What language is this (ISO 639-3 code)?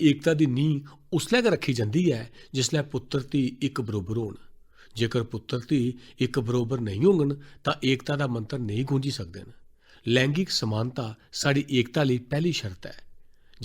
doi